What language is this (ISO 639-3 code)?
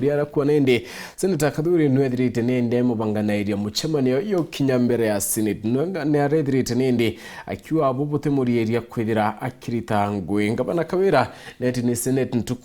mer